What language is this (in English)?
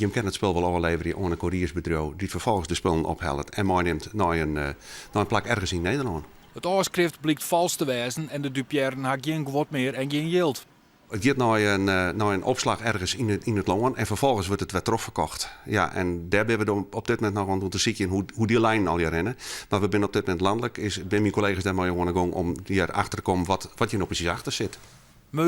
Western Frisian